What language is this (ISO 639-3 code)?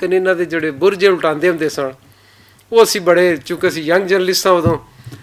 lah